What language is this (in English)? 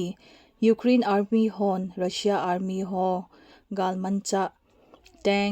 Thado Chin